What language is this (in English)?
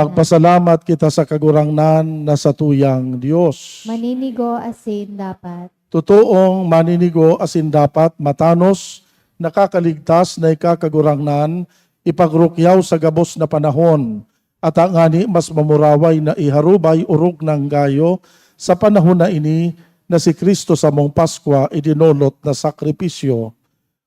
Bikol